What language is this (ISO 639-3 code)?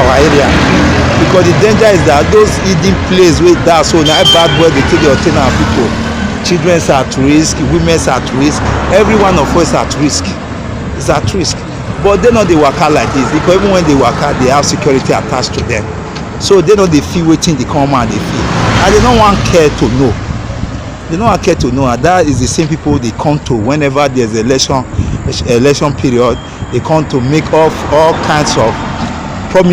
pcm